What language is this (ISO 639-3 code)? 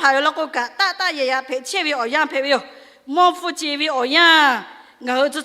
lhu